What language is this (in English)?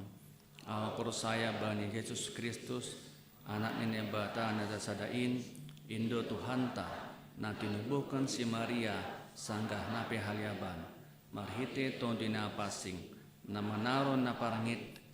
Batak Simalungun